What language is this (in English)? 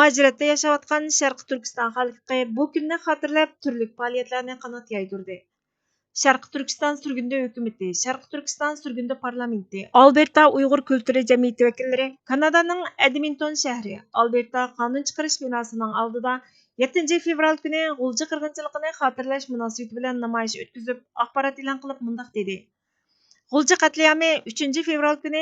Uyghur